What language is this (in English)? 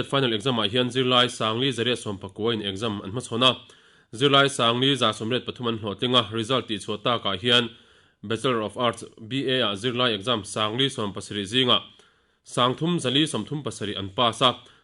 Mizo